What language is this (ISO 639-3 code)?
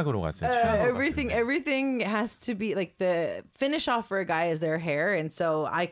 kor